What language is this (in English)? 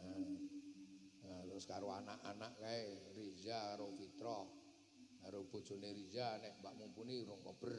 Javanese